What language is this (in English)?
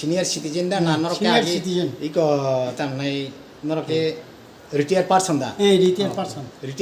Kok Borok